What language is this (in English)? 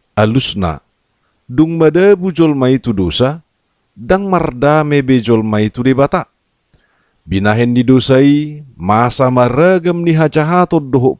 Batak Toba